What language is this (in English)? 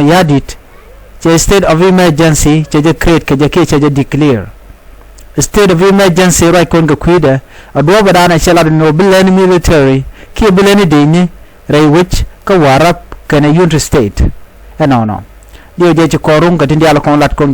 Nuer